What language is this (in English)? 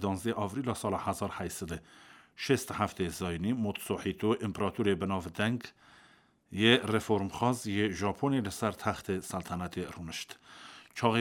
Kurdish